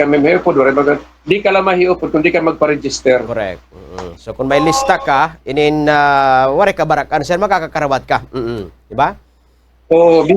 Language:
Waray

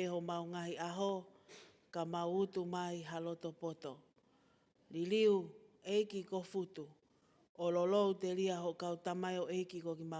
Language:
Tongan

